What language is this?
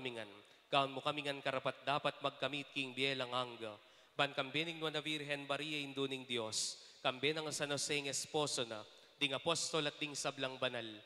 Pampanga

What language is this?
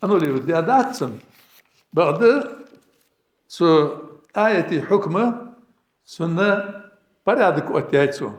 Ingush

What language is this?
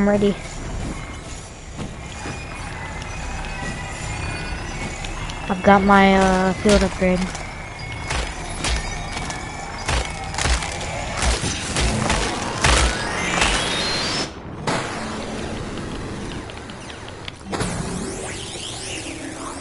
English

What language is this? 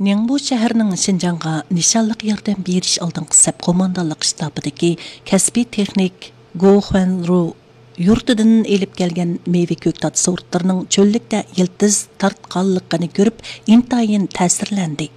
Uyghur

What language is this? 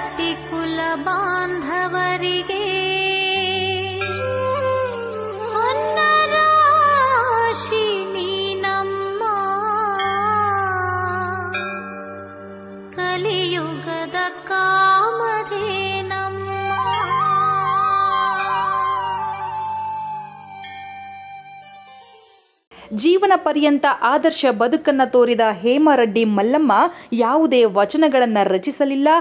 Kannada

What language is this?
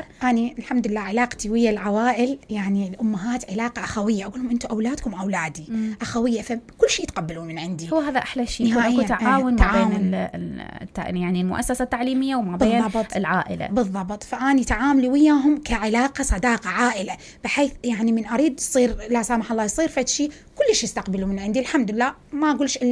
Mesopotamian Arabic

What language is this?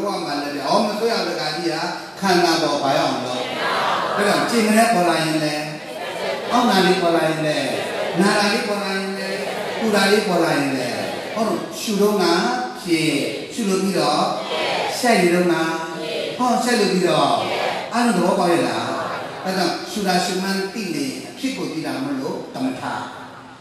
Burmese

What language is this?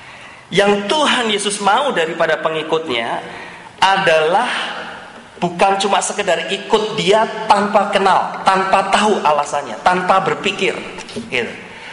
Indonesian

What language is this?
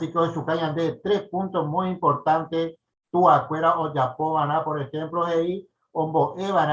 Guarani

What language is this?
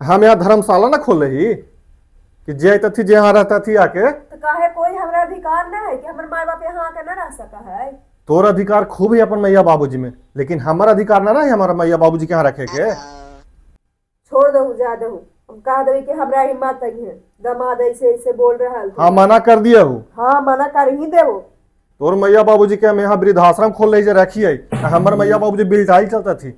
Magahi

